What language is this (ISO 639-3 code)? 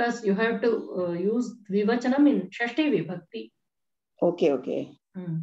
san